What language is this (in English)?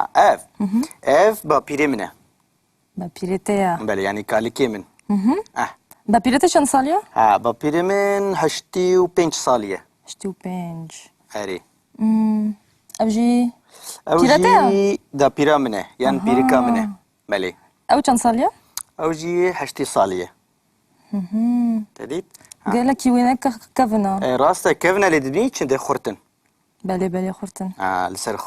Kurdish